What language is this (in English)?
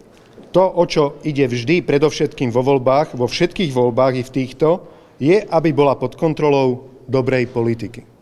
Slovak